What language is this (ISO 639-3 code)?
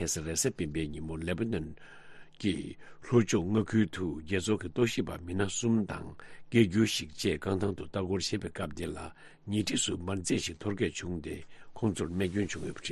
bod